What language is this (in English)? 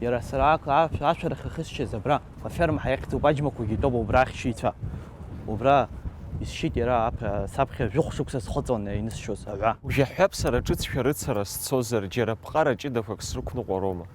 Abkhazian